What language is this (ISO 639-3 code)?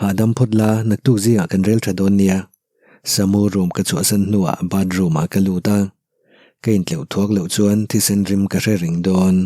lus